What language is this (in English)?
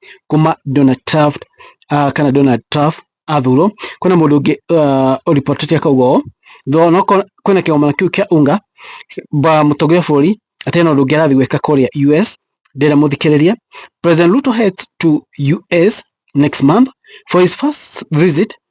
Kikuyu